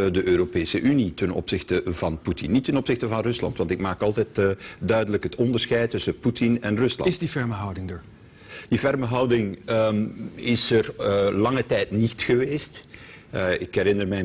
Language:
Dutch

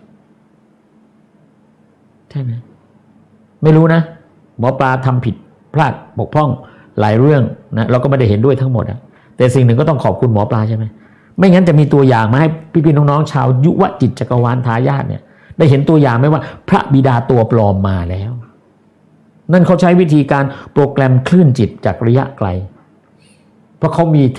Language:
Thai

